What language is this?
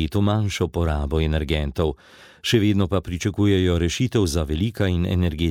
Slovenian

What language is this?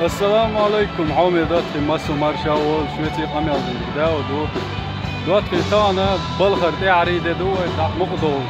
Chechen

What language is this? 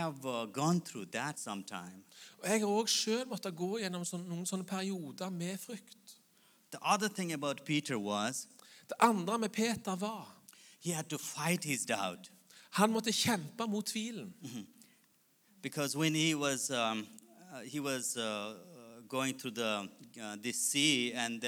Norwegian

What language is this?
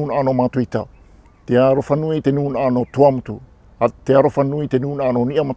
Tahitian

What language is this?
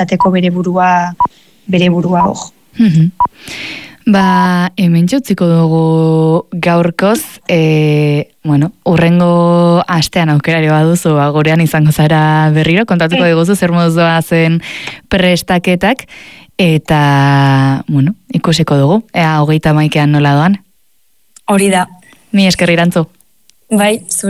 Basque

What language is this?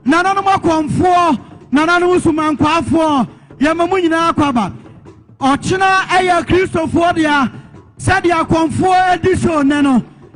Akan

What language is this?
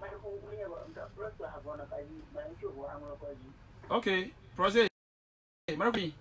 Ewe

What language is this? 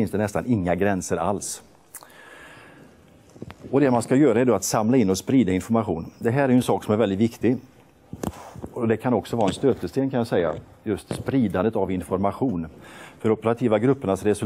Swedish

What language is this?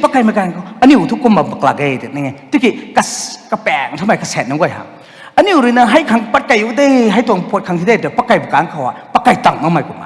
Rongmei Naga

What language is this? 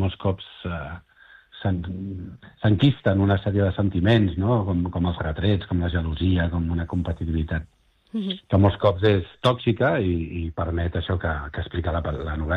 Catalan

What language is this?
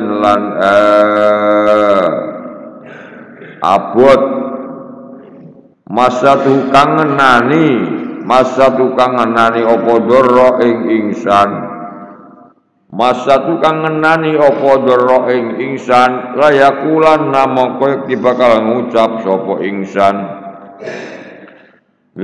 Javanese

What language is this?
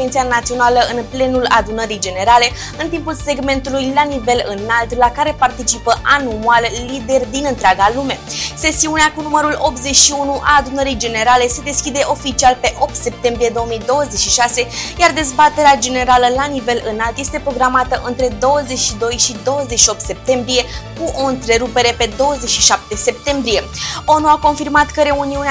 Romanian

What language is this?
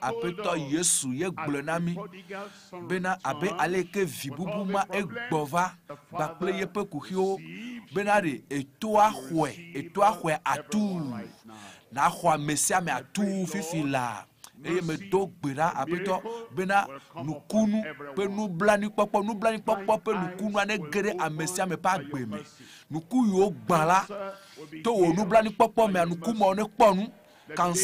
Ewe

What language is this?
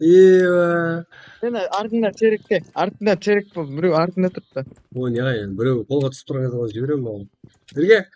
Kara-Kalpak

